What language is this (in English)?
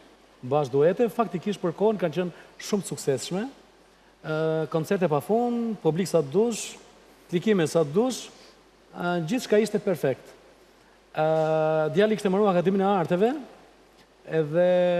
Albanian